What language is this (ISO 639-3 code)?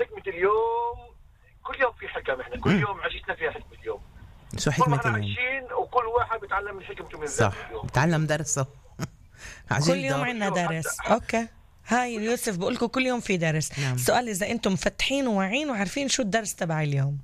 apc